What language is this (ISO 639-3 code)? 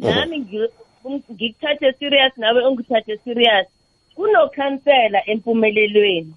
nbl